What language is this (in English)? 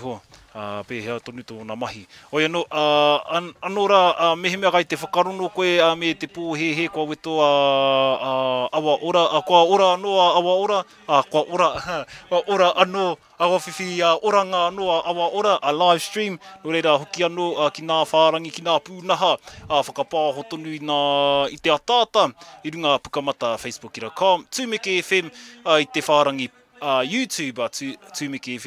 Māori